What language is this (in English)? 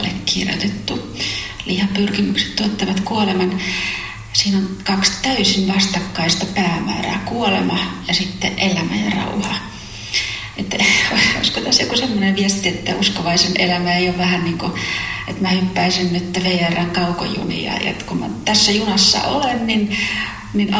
Finnish